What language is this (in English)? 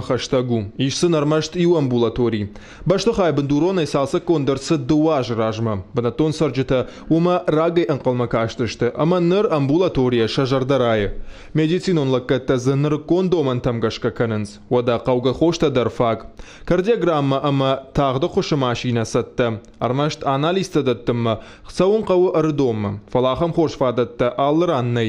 Ossetic